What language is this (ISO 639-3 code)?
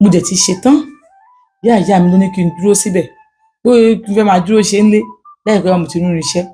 yor